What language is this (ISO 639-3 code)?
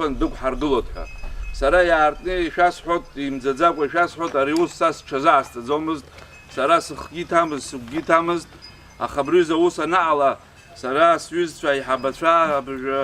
abk